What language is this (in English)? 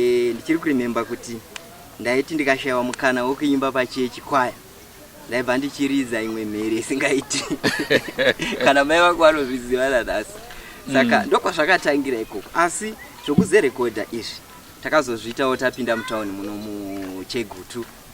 Shona